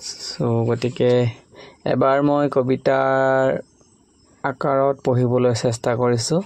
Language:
Assamese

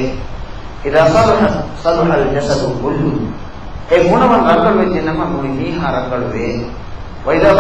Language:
Divehi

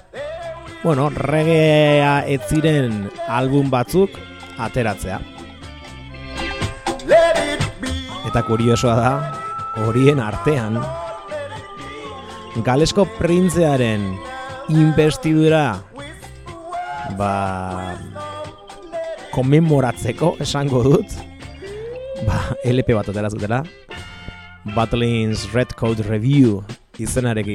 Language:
Basque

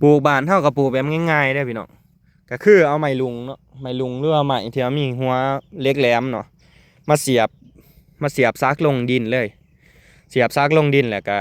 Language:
Lao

